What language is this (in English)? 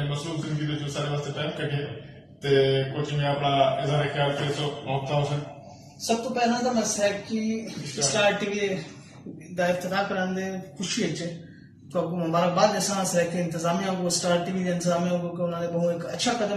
Saraiki